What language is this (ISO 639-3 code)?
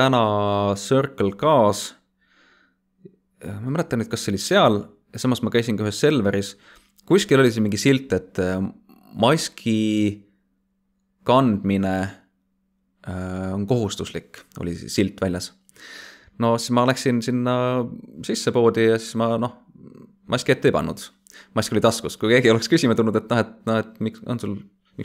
est